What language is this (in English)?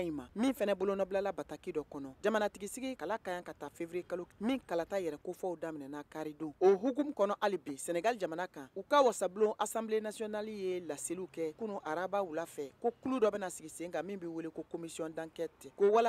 Bambara